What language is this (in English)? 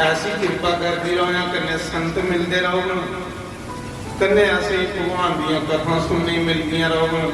Dogri